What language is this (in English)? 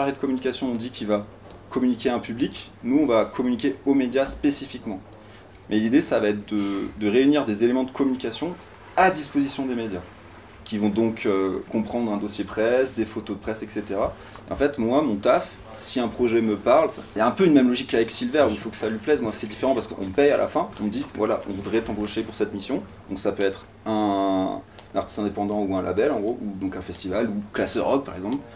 French